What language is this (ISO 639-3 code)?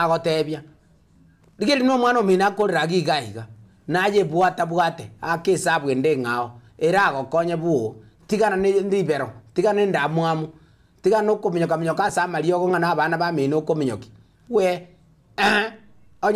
guz